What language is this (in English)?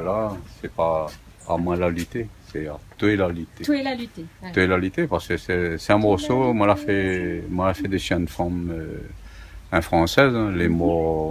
Réunion Creole French